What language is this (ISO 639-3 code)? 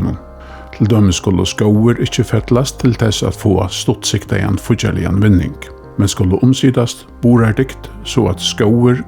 fao